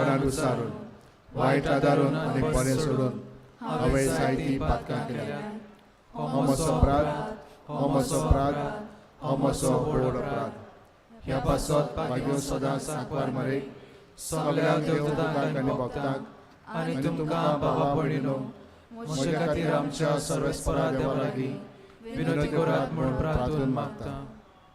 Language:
Konkani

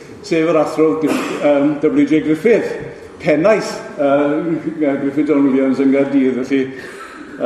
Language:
Welsh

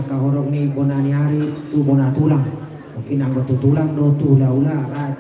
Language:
Batak Toba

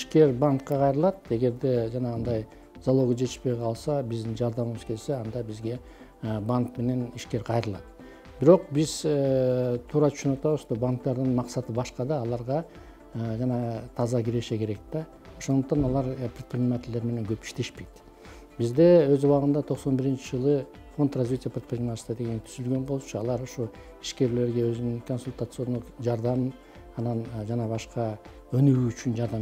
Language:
Kyrgyz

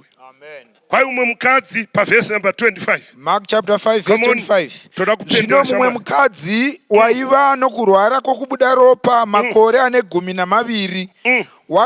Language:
Shona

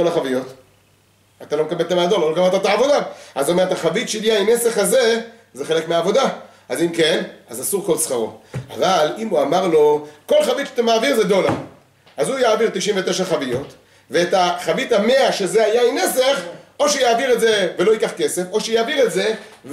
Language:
Hebrew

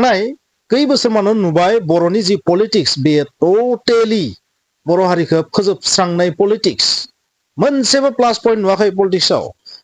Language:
Bodo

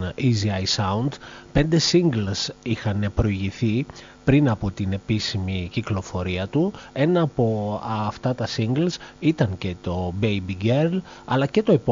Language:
Greek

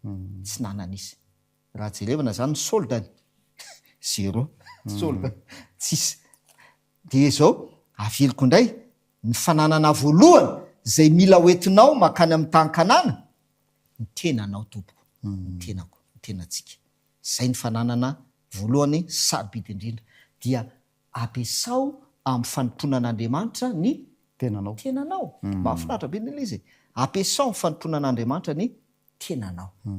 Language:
Malagasy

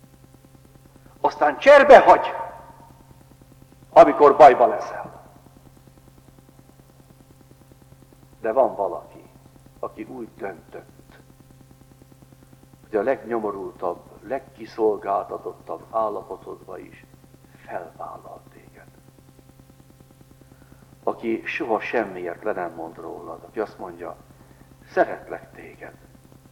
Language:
Hungarian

